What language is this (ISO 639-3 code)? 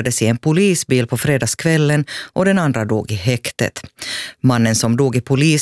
swe